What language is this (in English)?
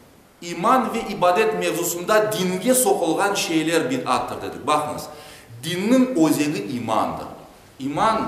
Crimean Tatar